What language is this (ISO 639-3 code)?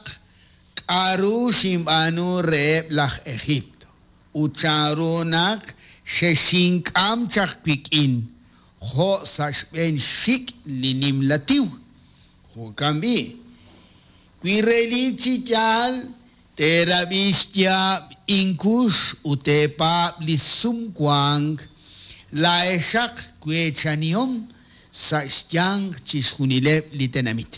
kek